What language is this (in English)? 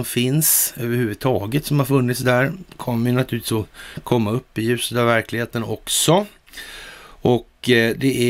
Swedish